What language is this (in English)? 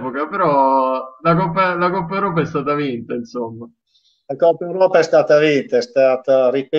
Italian